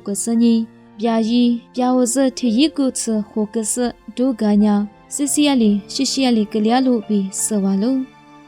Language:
Lisu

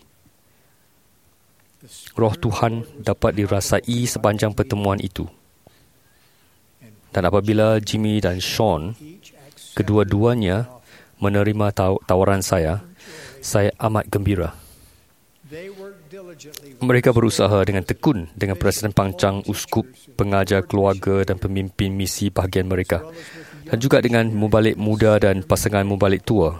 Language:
Malay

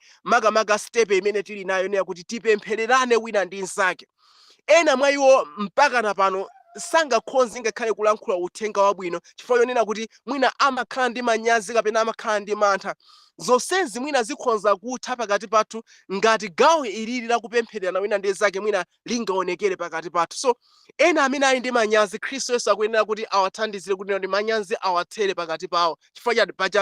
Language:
Nyanja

